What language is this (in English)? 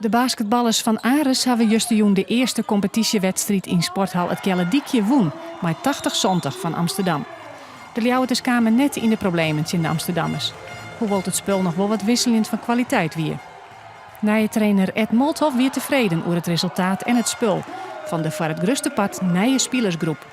Western Frisian